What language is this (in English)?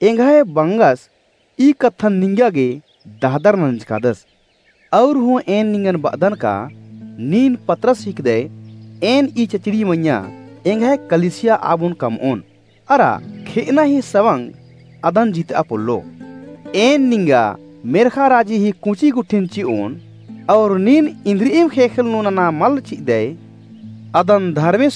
Kurukh